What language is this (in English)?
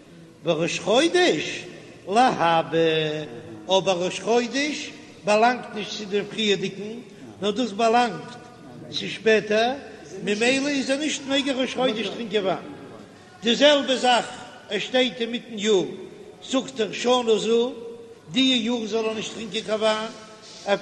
Yiddish